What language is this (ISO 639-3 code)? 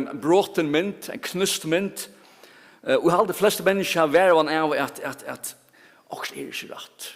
fao